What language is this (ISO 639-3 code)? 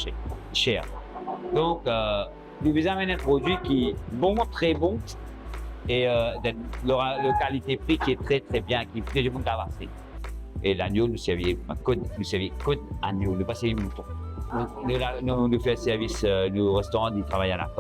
mfe